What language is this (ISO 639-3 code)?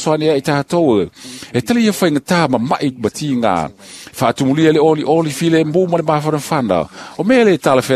smo